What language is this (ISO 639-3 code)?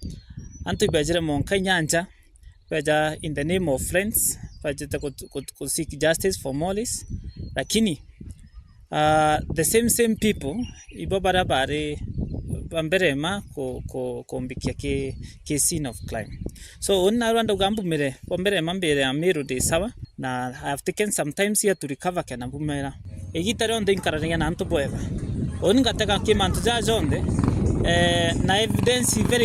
mer